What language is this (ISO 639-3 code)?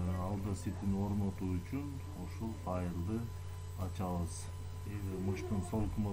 kir